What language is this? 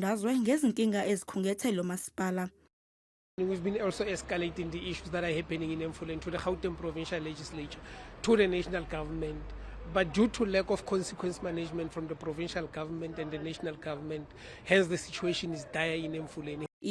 Zulu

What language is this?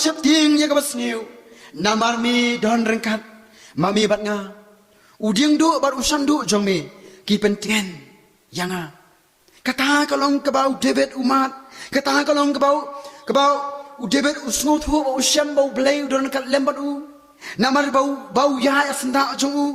Khasi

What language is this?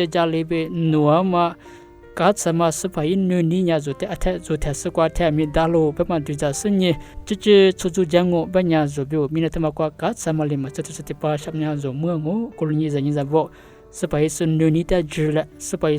Lisu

